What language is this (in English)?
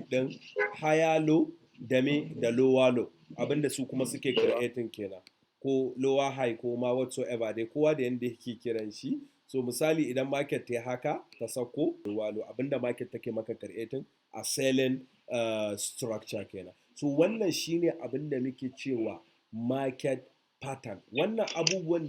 Hausa